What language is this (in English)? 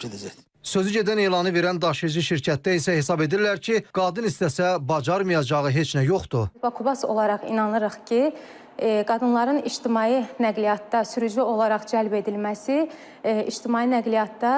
Azerbaijani